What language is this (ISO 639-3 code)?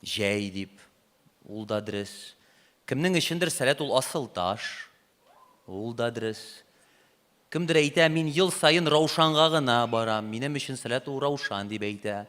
tat